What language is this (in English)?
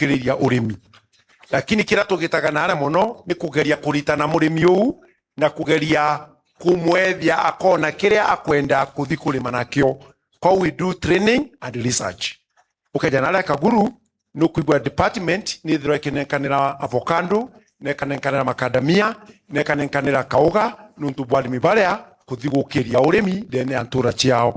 Meru